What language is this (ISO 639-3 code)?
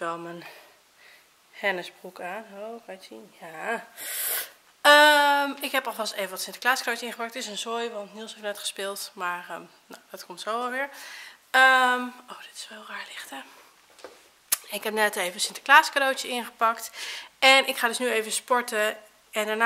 nld